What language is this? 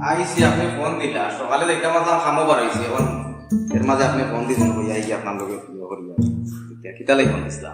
Sylheti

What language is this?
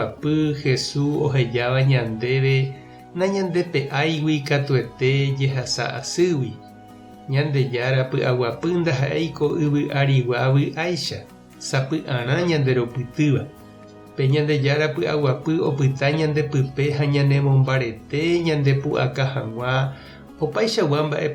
Guarani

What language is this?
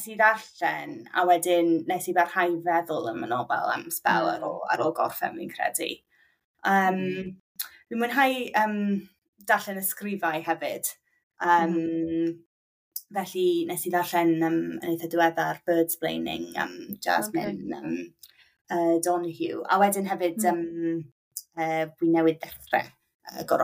Welsh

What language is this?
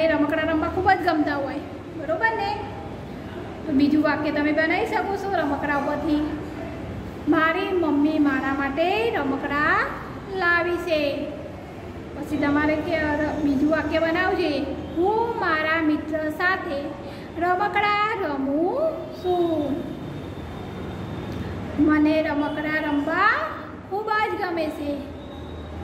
Gujarati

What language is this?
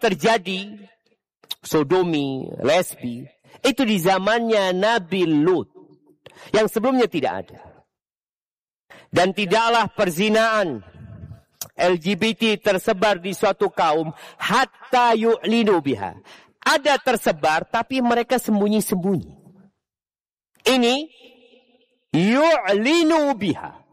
Indonesian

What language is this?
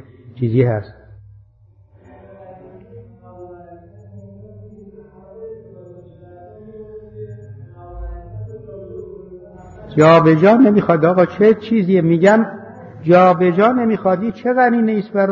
Persian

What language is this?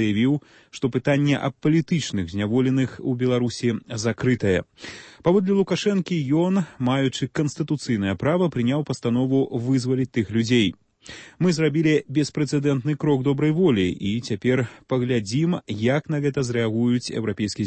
Belarusian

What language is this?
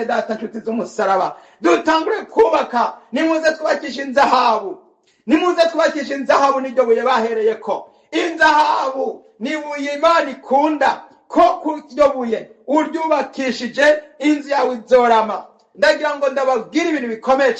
Rundi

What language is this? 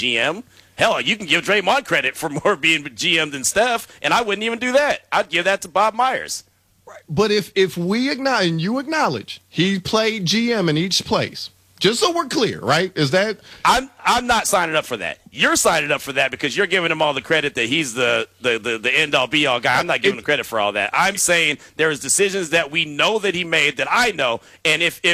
English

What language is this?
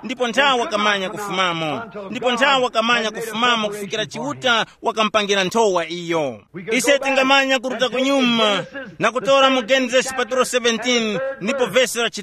Tumbuka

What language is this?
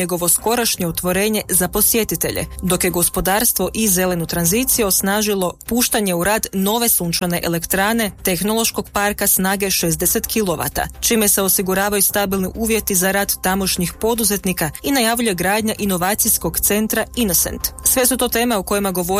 Croatian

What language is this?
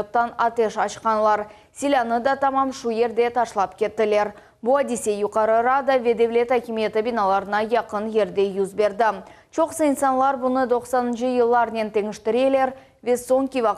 Crimean Tatar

